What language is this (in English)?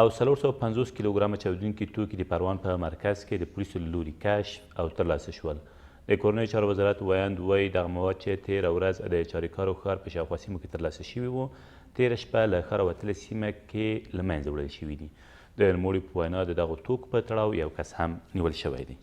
Pashto